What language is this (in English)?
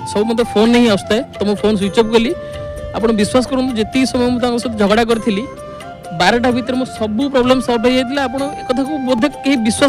Odia